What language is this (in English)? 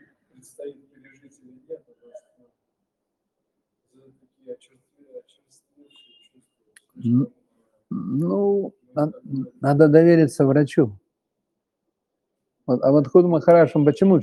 Russian